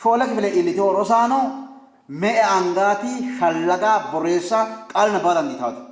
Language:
Sidamo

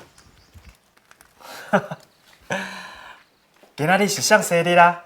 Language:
Min Nan Chinese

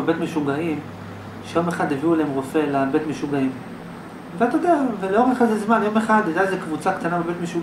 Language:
Hebrew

